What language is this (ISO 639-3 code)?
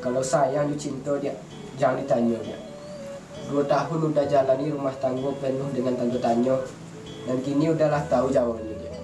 min